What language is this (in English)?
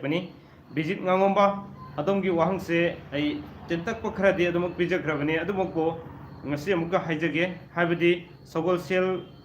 Manipuri